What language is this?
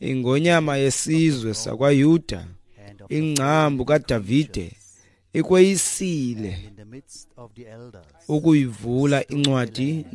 Xhosa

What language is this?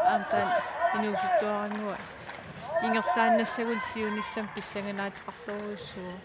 Kalaallisut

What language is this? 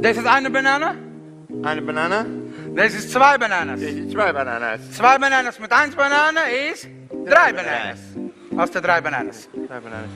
Yiddish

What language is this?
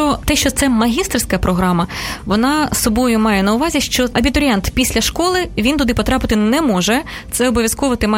Ukrainian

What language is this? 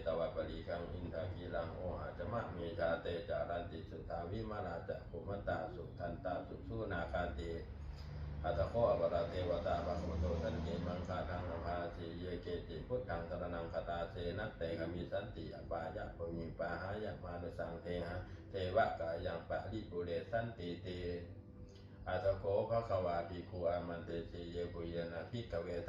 Pali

